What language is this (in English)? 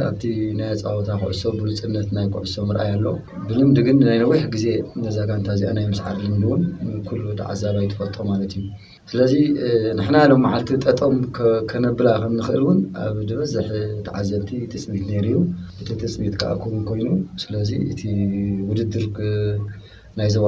Tigrinya